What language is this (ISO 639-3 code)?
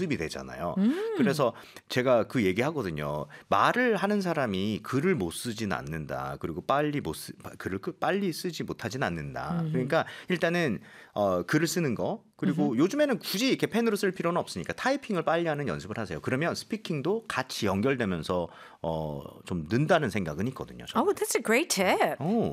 kor